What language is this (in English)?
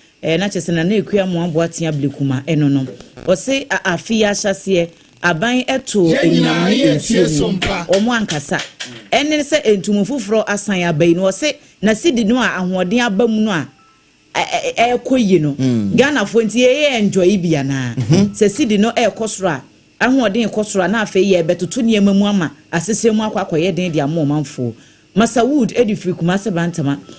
Akan